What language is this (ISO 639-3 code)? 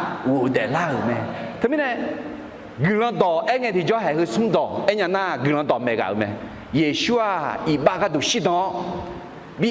ahk